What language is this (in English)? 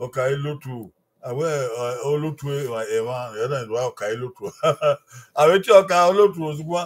Bini